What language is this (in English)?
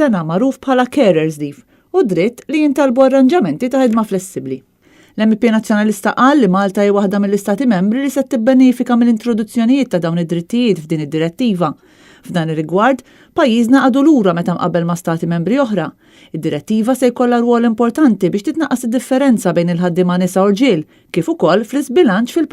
Maltese